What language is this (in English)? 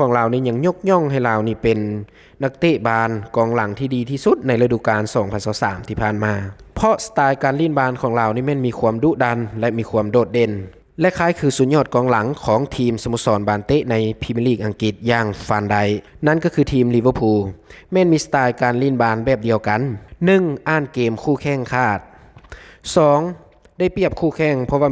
Lao